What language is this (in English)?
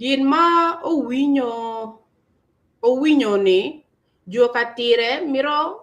Acoli